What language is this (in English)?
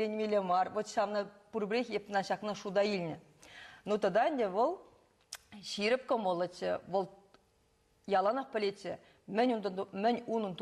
Chuvash